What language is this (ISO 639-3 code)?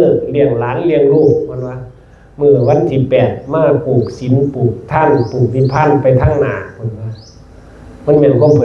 tts